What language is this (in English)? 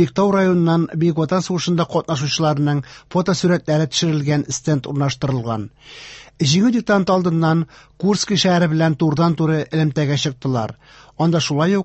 Tatar